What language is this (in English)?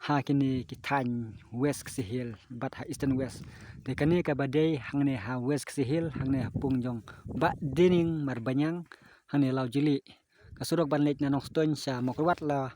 Khasi